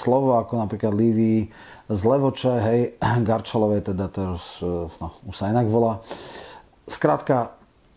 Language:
Slovak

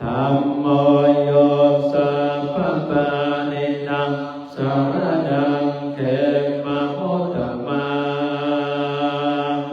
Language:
Pali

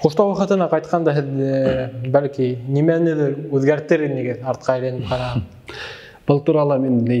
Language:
Bashkir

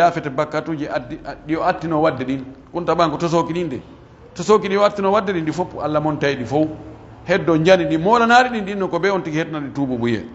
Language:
Pular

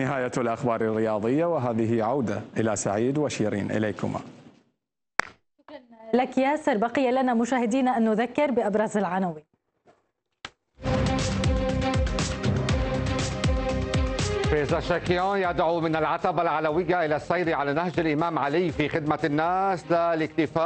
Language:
Arabic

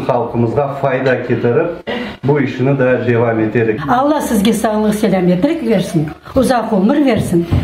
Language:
Crimean Tatar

